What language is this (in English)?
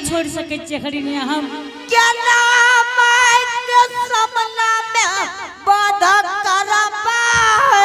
Angika